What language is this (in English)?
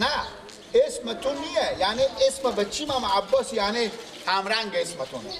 Persian